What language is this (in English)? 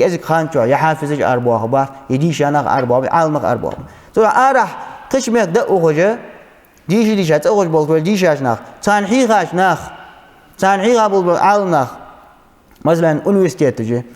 Ingush